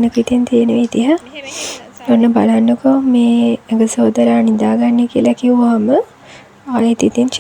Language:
Sinhala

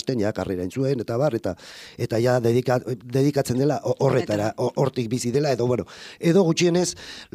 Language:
Basque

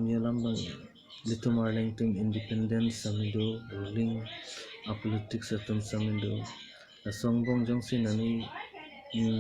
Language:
Karbi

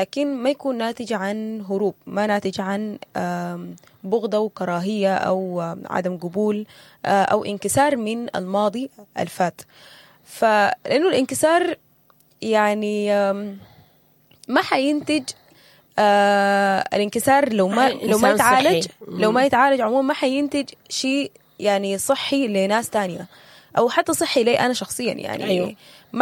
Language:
Sudanese Arabic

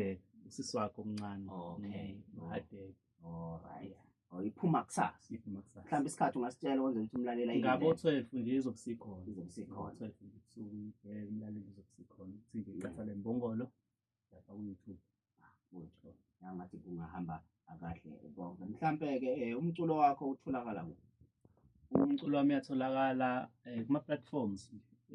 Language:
Zulu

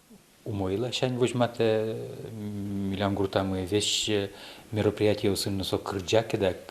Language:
Udmurt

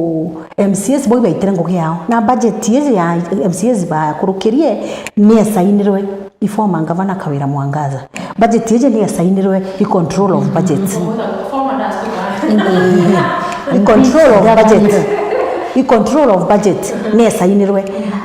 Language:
Meru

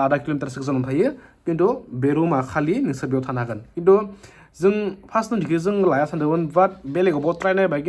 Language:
Bodo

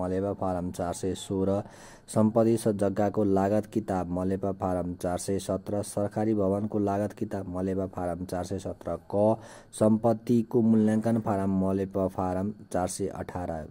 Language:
Nepali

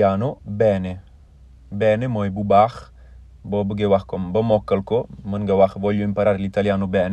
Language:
Wolof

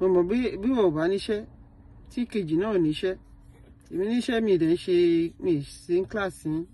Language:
Yoruba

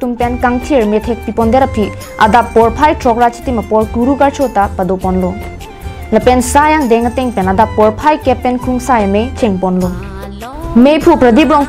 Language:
Karbi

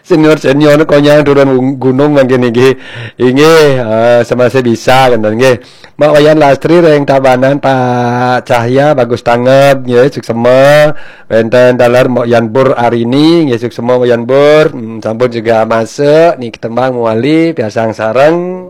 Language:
Balinese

